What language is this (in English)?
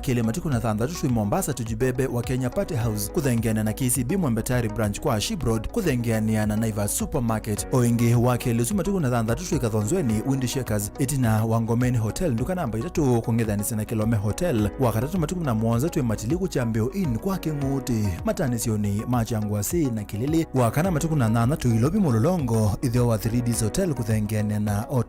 Kamba